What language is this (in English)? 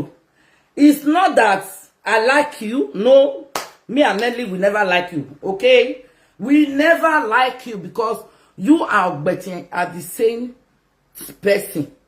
Nigerian Pidgin